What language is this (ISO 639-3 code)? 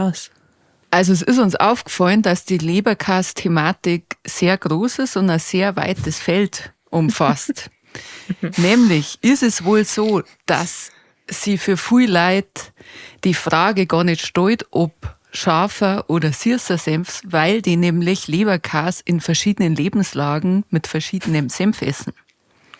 bar